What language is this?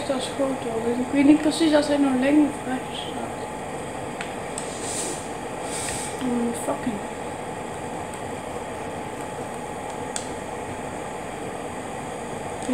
Dutch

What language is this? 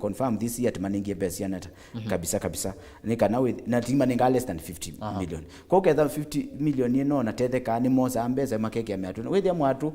Kamba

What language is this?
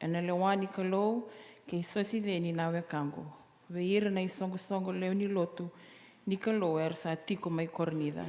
Fijian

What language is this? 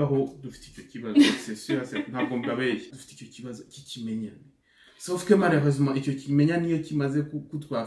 Kinyarwanda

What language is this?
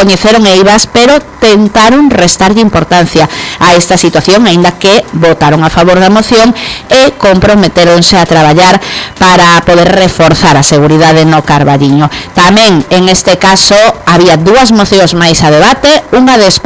Galician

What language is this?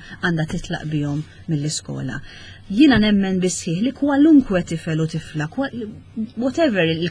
Maltese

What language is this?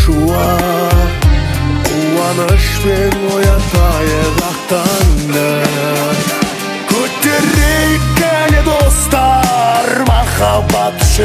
Kazakh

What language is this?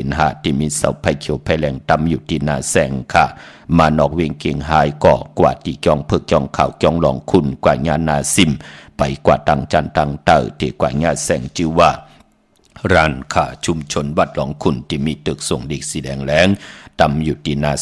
Shan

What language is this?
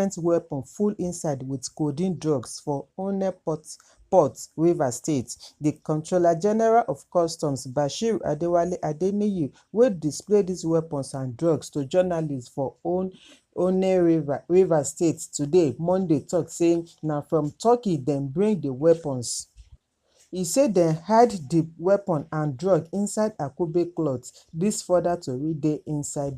Nigerian Pidgin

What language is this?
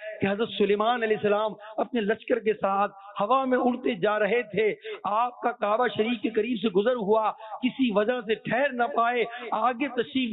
Urdu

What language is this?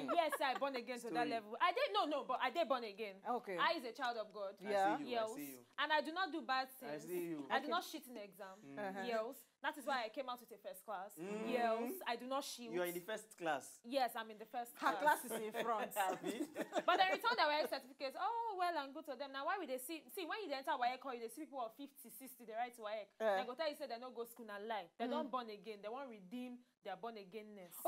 Nigerian Pidgin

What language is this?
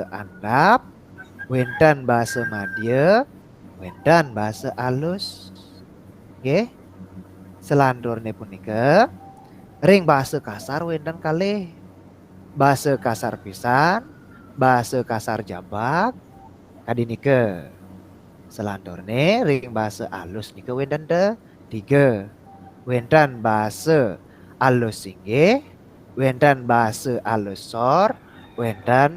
Balinese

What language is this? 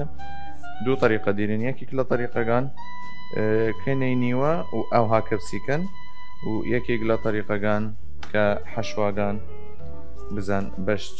Southern Kurdish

